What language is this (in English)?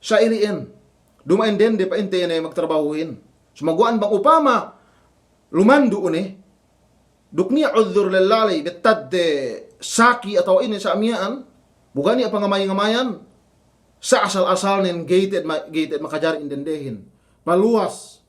Yakan